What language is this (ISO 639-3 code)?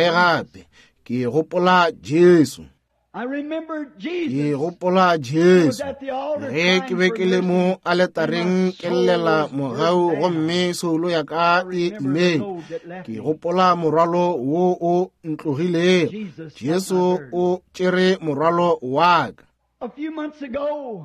nso